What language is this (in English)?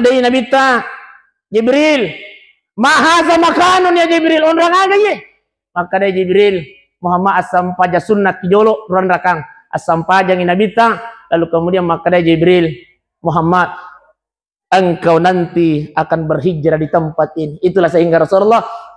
Buginese